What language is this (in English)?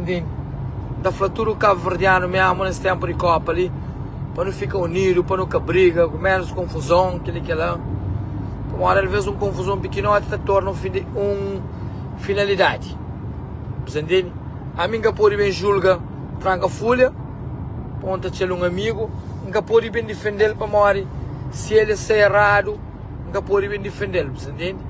Kabuverdianu